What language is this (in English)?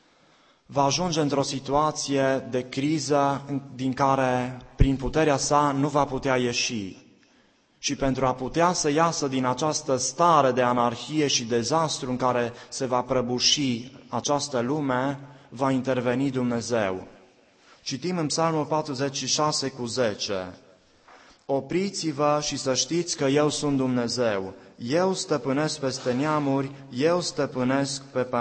Romanian